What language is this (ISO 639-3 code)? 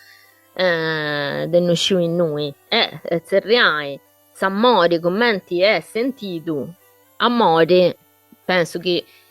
srd